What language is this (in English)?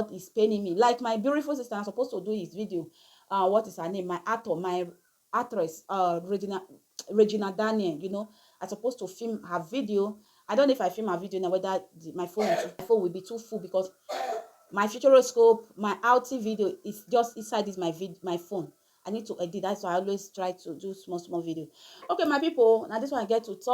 Nigerian Pidgin